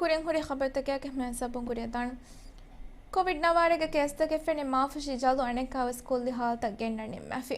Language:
Divehi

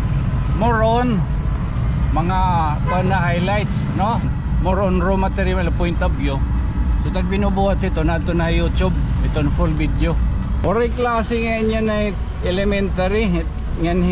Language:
Waray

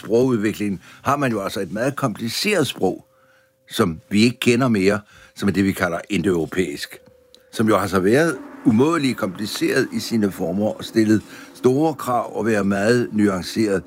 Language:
Danish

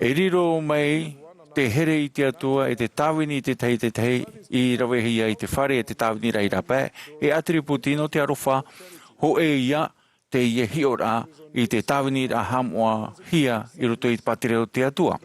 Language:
Tahitian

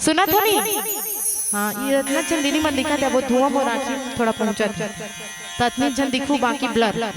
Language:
Chhattisgarhi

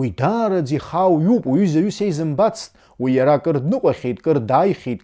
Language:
Abkhazian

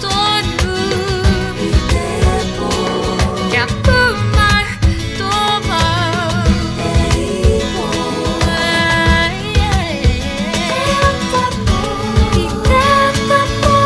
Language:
Māori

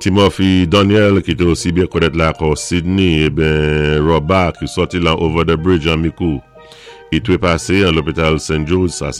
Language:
Saint Lucian Creole French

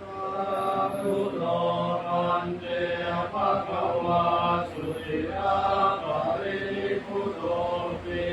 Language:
Pali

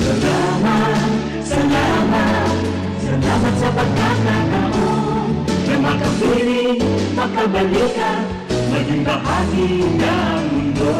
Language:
Bikol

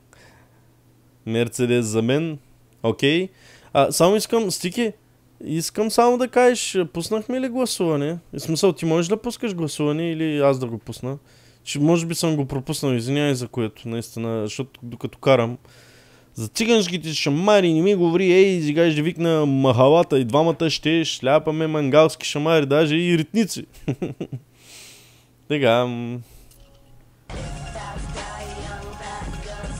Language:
Bulgarian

